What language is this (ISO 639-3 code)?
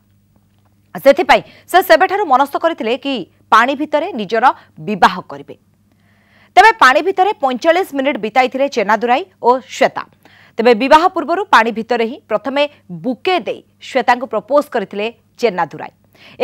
ori